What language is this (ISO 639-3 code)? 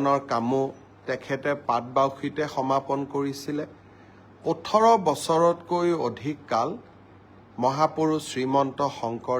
asm